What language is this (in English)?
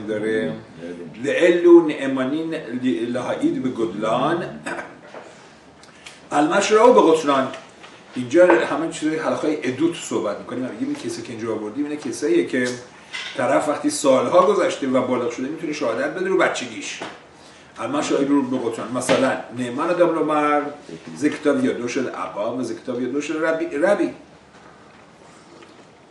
Persian